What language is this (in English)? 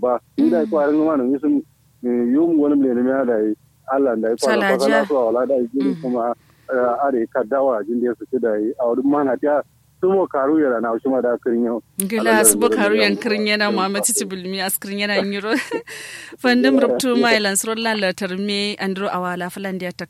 Kanuri